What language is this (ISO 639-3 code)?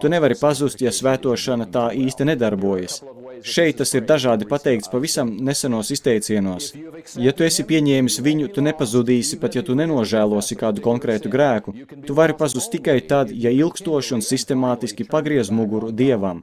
lav